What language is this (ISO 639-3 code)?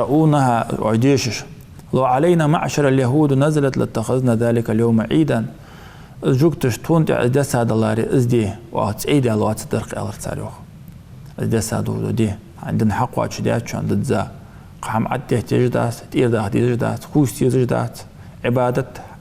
inh